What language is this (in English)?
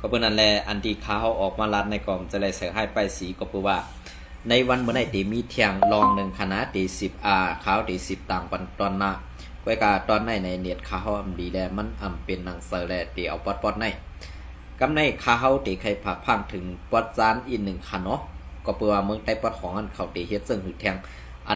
Shan